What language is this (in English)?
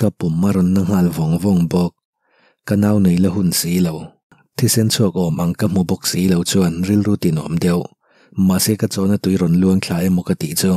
Mizo